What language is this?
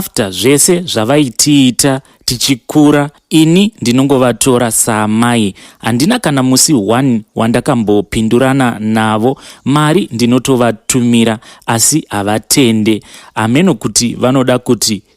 Shona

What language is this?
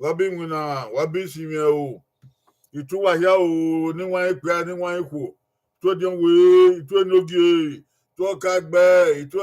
Bini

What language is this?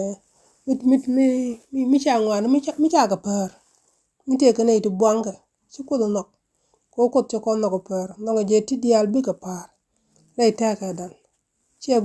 Nuer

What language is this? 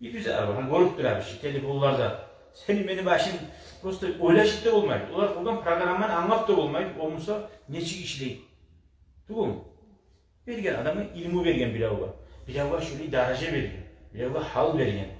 Kumyk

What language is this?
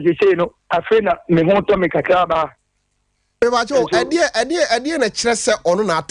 Akan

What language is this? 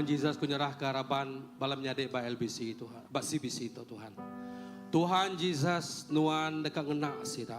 Iban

